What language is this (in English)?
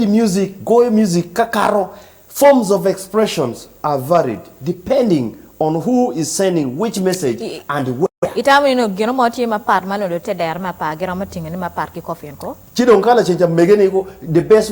Acoli